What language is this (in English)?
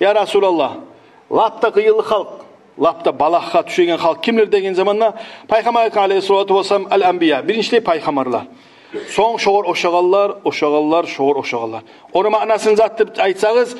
Kumyk